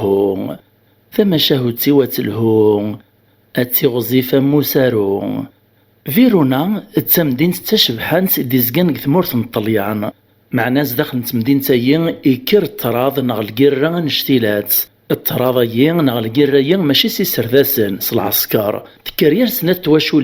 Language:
Kabyle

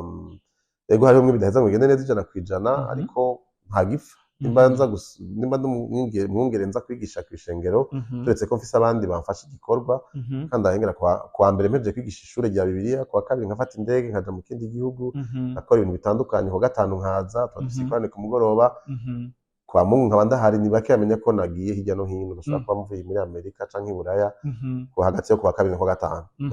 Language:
Rundi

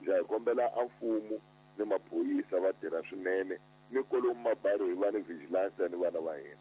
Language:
Tsonga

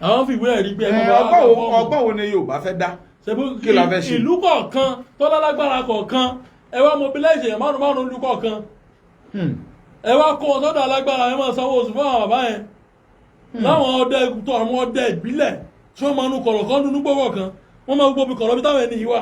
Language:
Yoruba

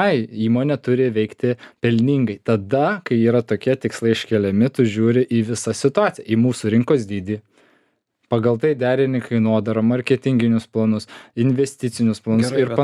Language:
Lithuanian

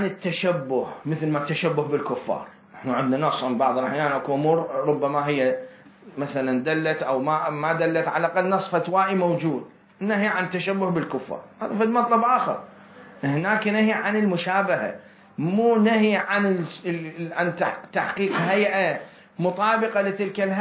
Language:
Mesopotamian Arabic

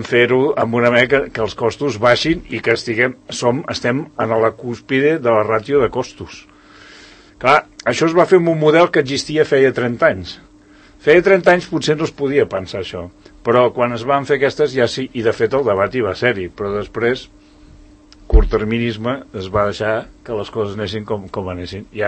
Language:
Catalan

